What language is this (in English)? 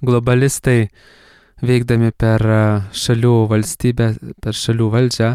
Lithuanian